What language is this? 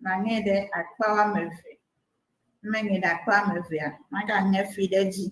Ewe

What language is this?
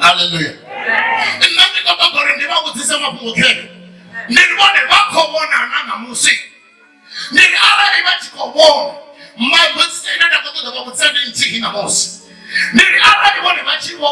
Venda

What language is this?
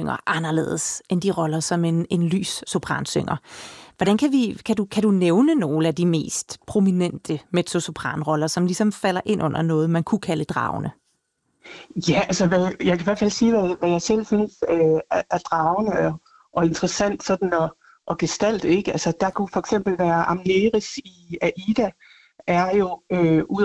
Danish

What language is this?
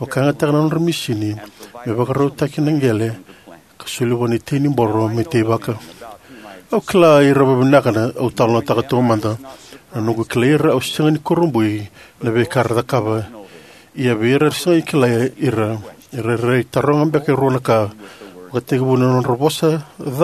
Fijian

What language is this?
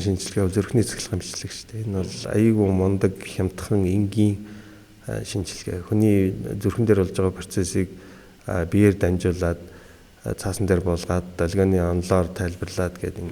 Mongolian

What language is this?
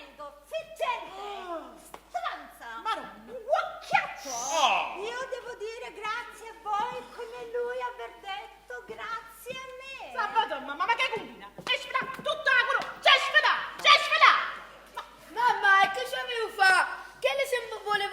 Neapolitan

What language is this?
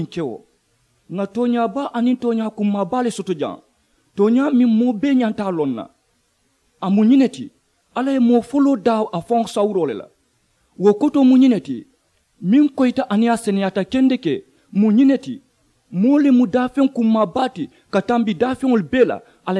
Mandingo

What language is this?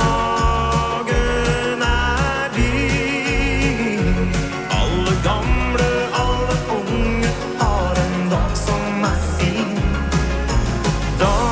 Norwegian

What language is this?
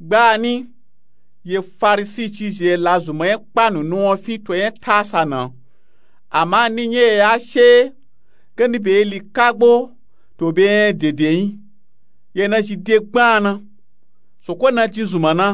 Nupe-Nupe-Tako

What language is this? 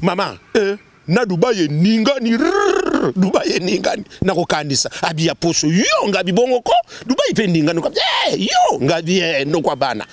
Lingala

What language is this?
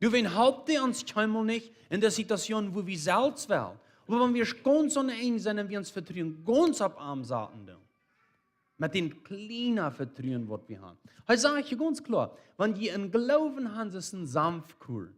Plautdietsch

